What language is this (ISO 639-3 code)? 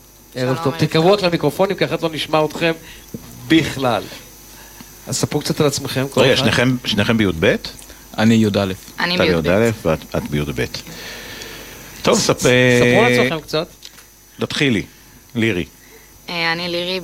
heb